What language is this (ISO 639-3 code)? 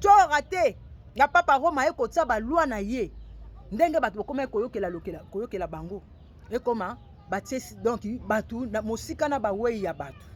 lin